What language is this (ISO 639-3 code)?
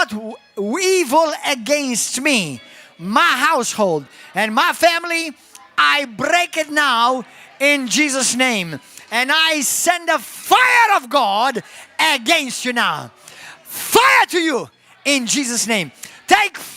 eng